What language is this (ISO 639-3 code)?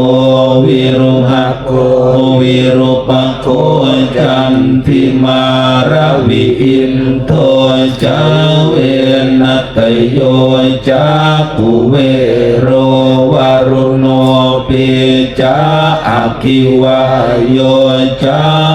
pli